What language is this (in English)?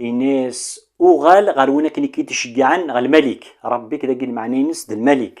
Kabyle